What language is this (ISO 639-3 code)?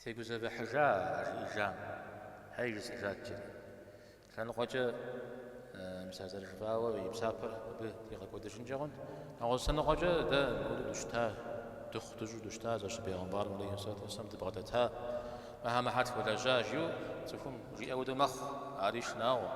kbd